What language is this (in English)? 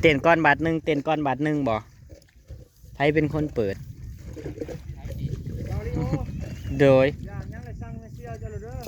Northeastern Thai